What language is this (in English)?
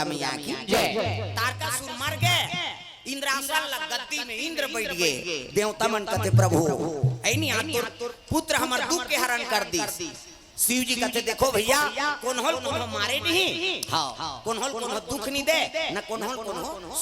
Chhattisgarhi